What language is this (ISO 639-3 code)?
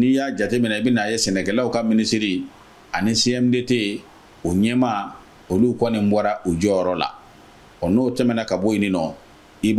bam